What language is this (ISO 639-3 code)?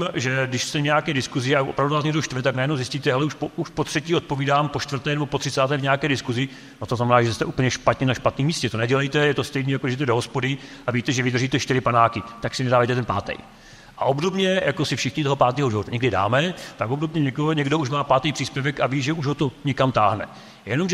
ces